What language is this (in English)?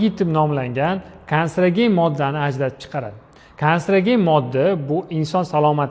Uzbek